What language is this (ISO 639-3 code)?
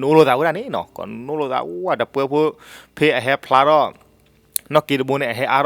ksw